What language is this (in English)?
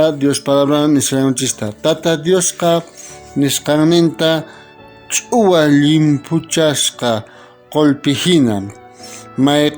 South Bolivian Quechua